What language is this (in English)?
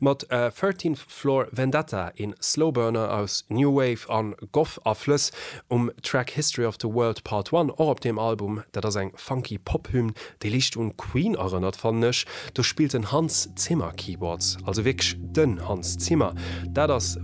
Luxembourgish